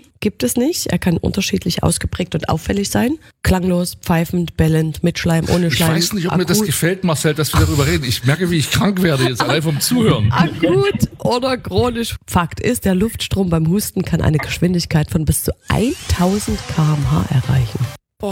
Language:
German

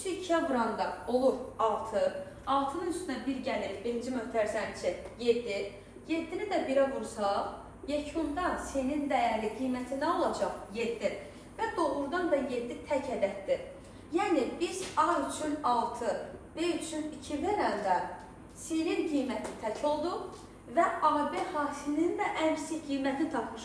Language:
Azerbaijani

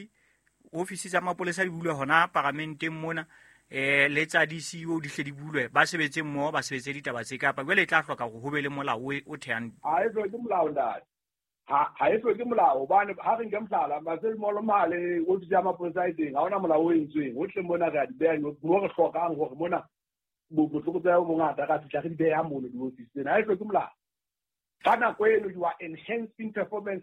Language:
Southern Sotho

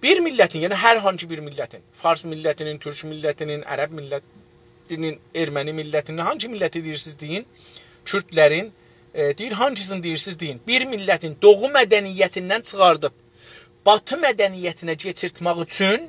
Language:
South Azerbaijani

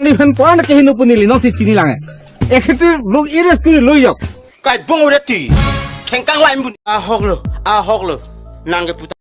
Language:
Karbi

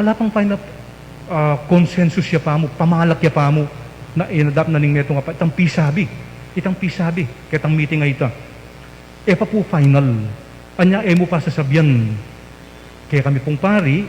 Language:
Pampanga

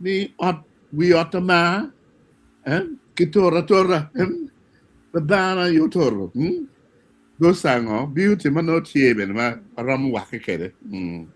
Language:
Acoli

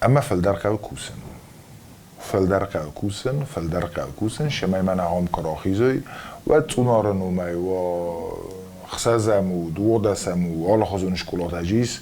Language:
Ossetic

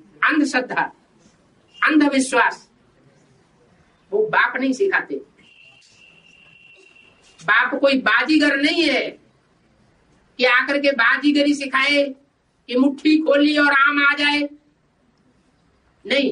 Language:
Hindi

